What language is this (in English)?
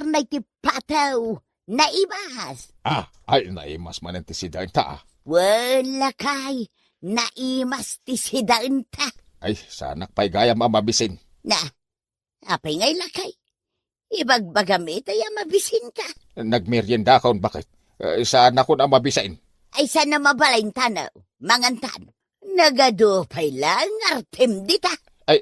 Iloko